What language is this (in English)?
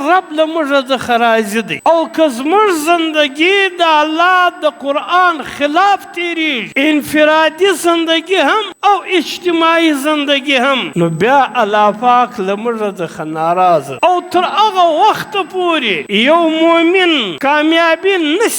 Pashto